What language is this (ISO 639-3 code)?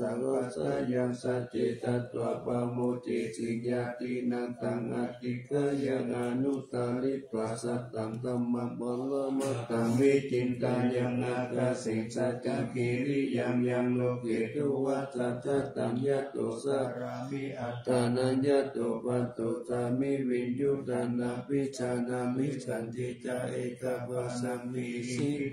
pli